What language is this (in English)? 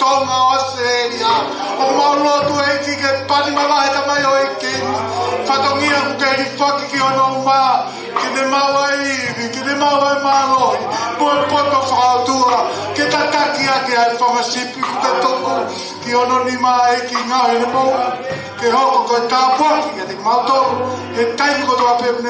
Tongan